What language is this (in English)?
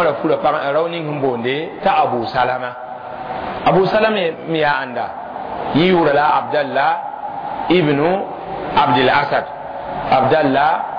Mossi